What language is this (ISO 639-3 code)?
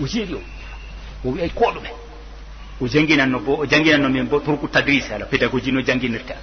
ful